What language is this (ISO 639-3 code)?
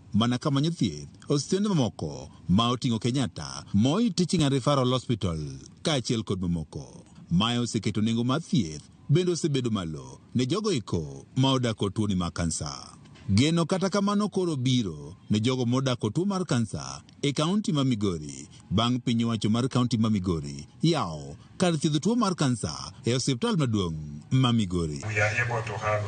luo